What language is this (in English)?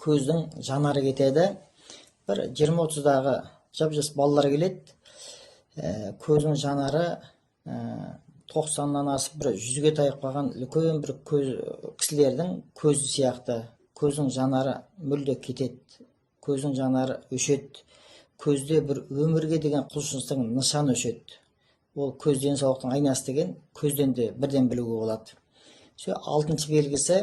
Kazakh